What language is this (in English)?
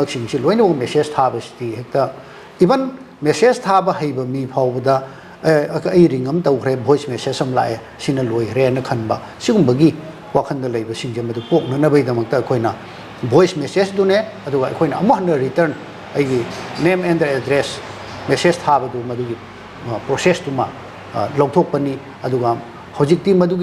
Manipuri